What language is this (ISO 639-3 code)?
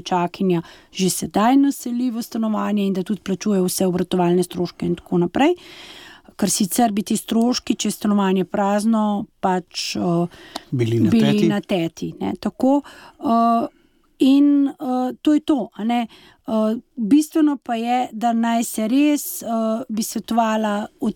slv